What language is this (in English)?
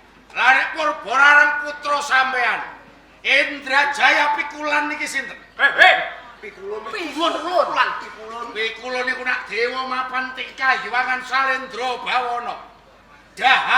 Javanese